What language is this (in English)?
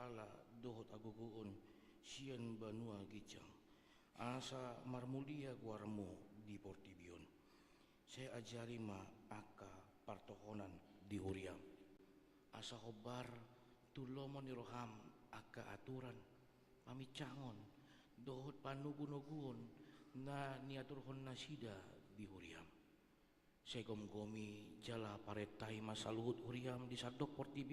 Batak Toba